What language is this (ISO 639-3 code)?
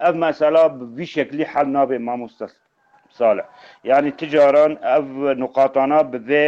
kur